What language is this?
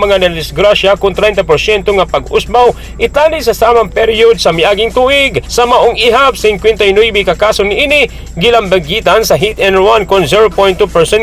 Cebuano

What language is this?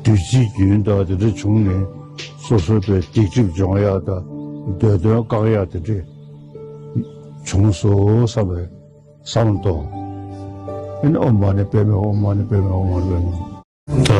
Tibetan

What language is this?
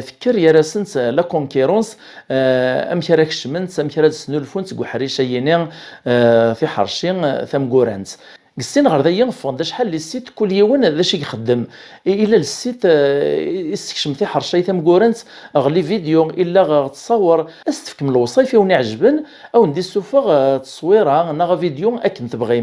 Kabyle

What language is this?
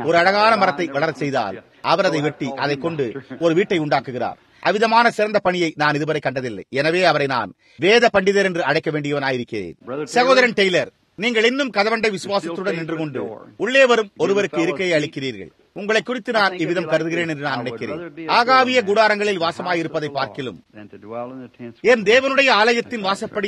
Tamil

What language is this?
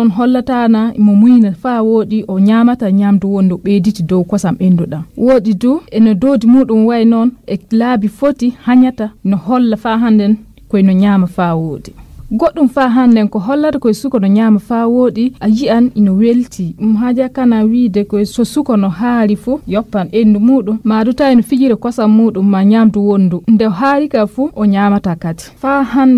Fula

